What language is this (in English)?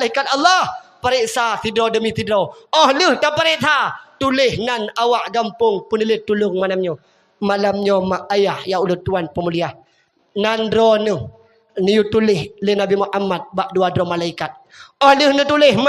Achinese